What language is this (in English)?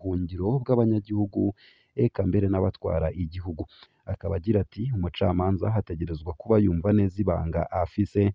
Rundi